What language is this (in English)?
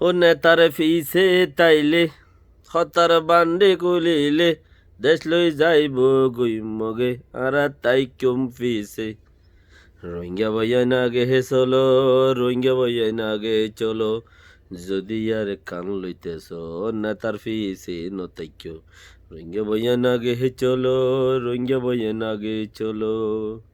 Rohingya